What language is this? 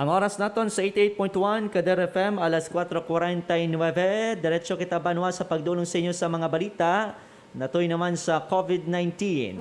Hiligaynon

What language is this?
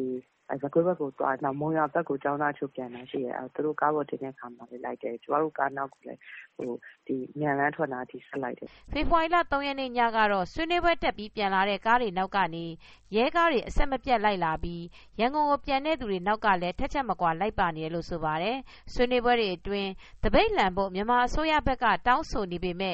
Burmese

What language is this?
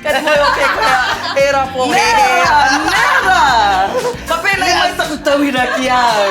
Māori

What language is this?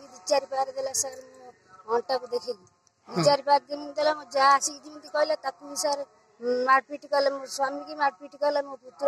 Odia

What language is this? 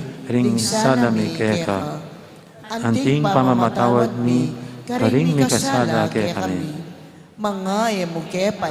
Pampanga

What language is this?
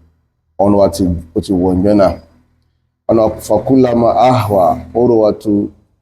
Yoruba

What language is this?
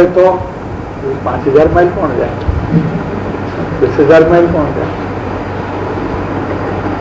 Gujarati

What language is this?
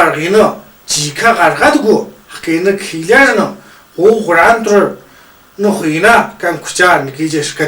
Tu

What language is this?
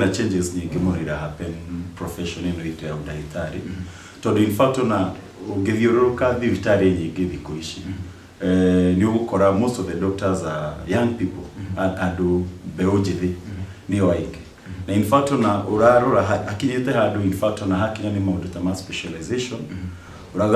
Kikuyu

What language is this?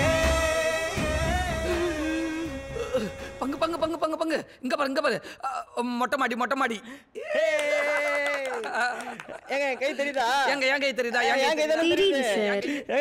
Tamil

